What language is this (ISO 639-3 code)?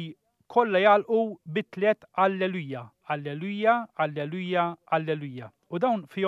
mlt